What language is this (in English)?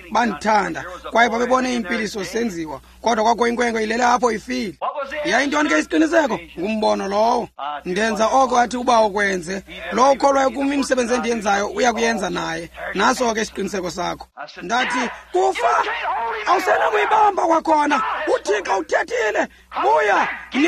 Xhosa